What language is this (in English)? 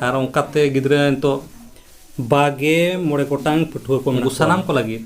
Santali